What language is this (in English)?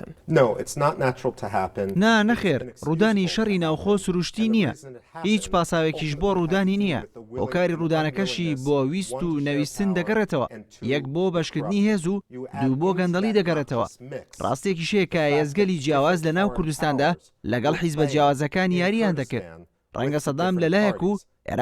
Central Kurdish